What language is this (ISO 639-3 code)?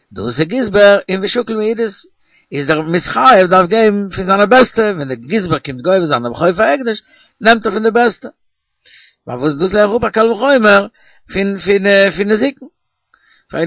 yid